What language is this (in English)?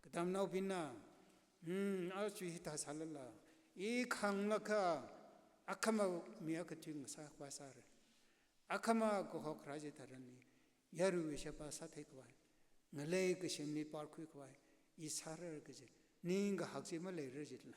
Tangkhul Naga (India)